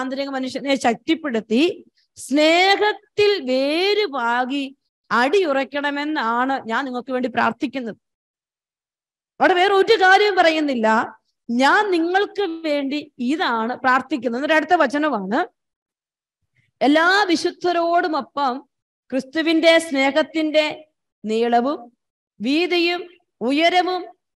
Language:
Malayalam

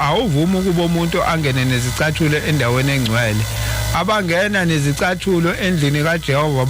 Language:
Zulu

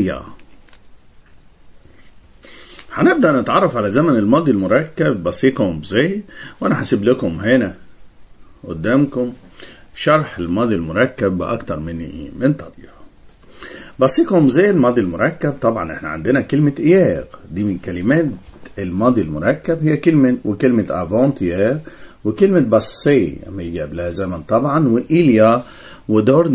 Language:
Egyptian Arabic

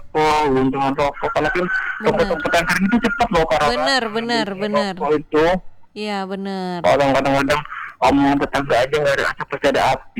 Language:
Indonesian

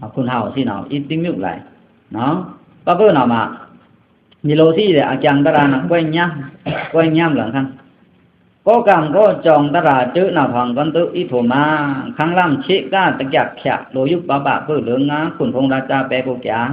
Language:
Pa'o Karen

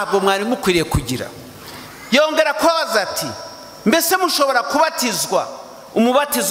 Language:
Kinyarwanda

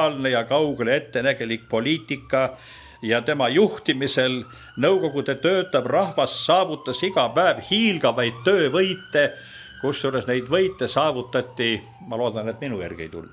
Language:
Estonian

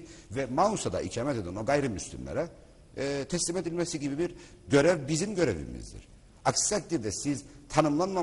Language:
Turkish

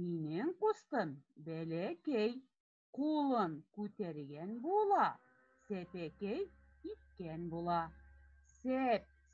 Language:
Bashkir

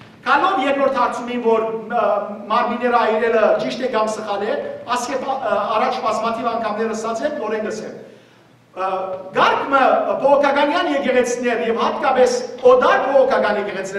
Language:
Western Armenian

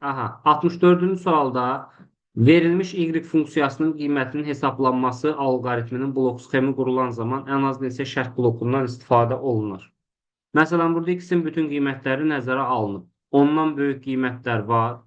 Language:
Azerbaijani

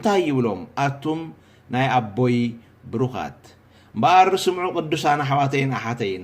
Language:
Tigrinya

